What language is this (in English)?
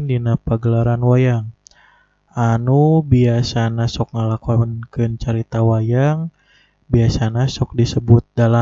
Sundanese